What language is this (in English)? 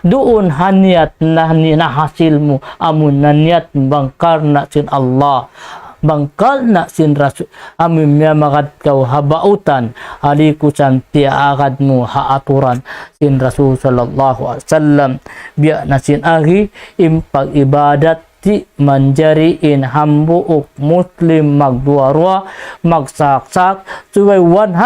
Tausug